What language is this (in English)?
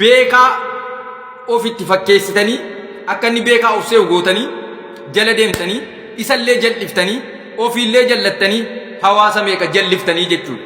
Oromo